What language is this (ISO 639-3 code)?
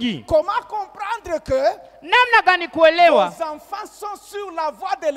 swa